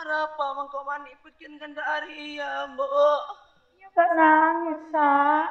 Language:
Madurese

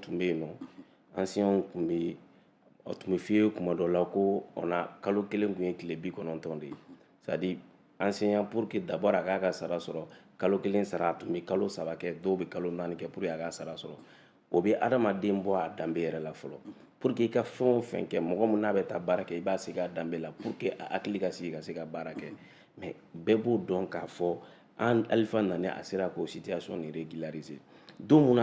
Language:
Bambara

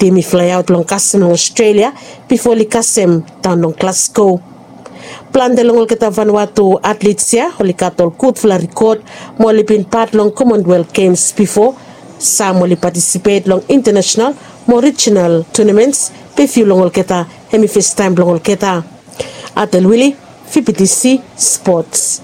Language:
Bislama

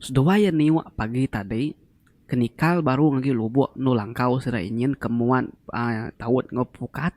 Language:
Iban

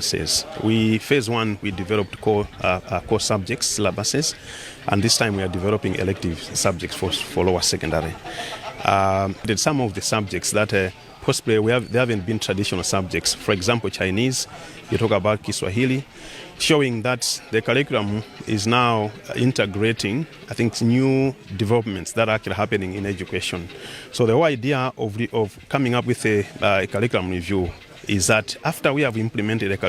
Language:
English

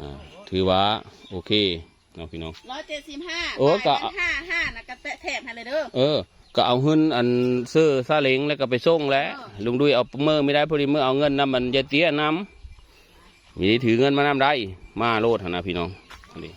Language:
Northeastern Thai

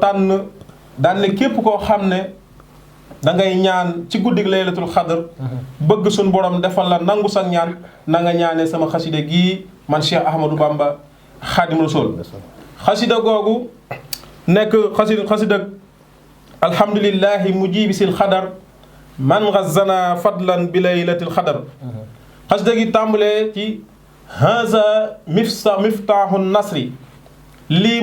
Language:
Wolof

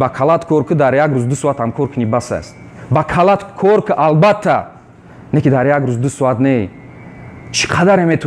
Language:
Tajik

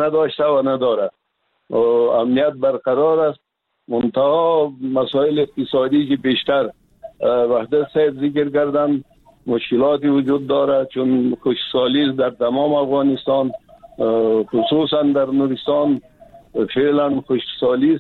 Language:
Persian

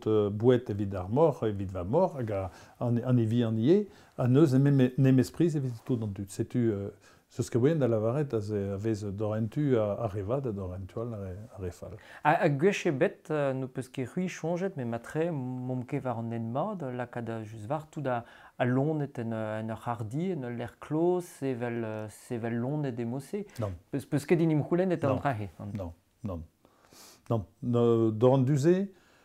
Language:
Breton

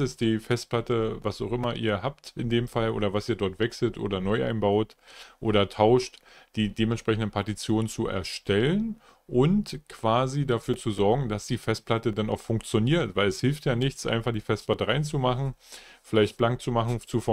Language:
German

